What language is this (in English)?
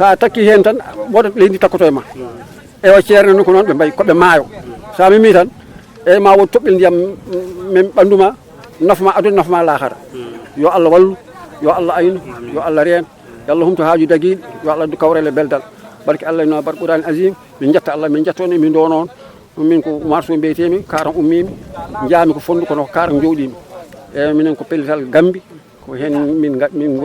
Fula